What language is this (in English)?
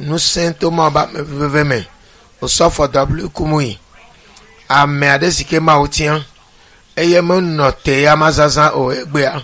Ewe